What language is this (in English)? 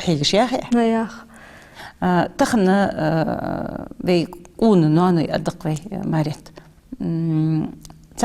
Ingush